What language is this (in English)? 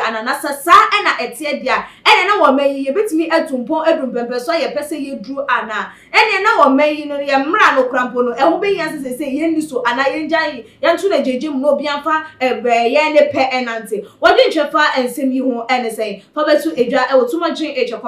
Akan